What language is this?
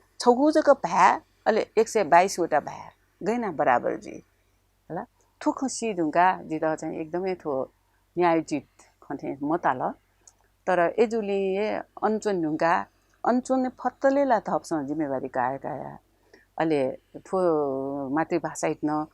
Newari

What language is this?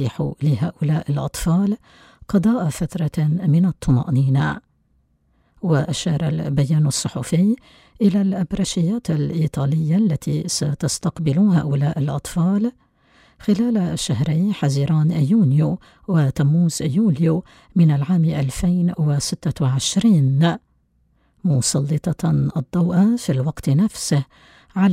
Arabic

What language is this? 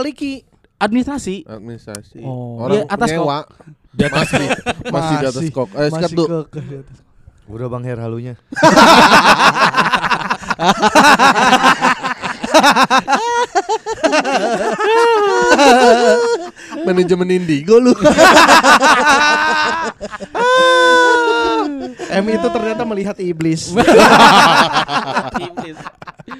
Indonesian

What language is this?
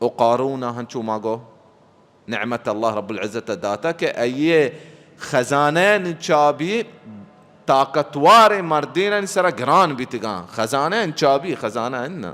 Baluchi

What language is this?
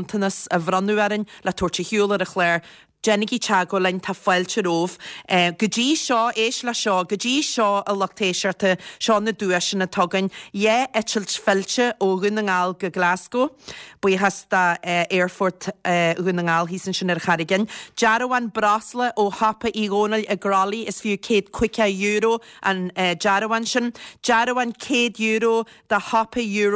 Irish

